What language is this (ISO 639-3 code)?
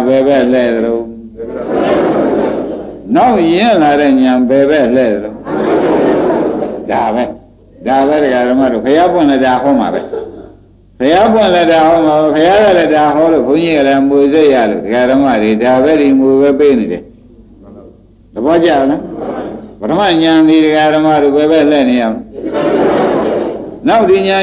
mya